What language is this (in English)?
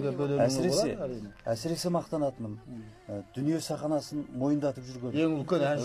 Kazakh